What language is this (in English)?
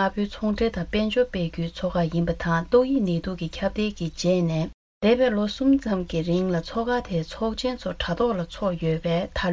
Tibetan